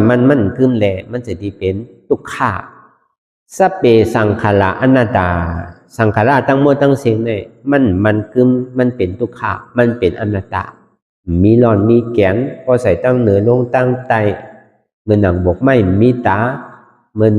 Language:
Shan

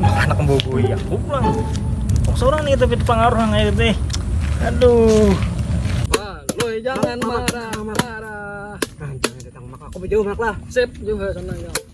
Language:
Banjar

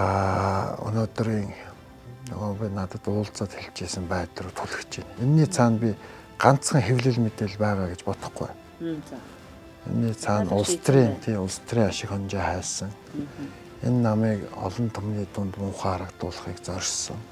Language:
Mongolian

